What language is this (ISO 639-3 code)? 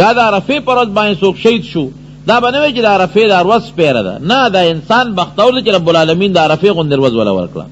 pus